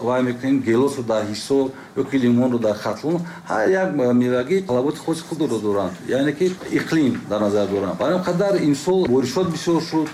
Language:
Tajik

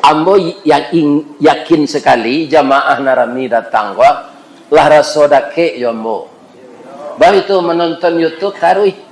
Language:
Minangkabau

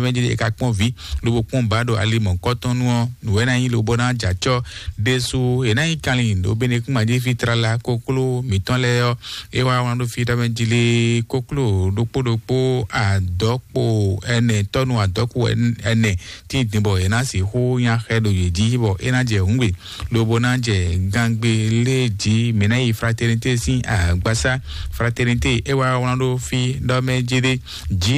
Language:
Fon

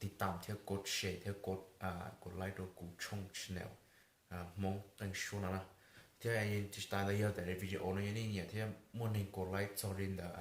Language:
Hmong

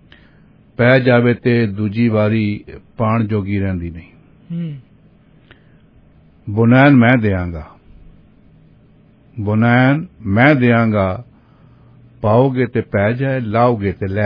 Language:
Punjabi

